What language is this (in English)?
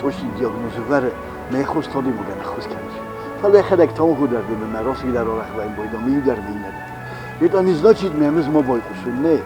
Ossetic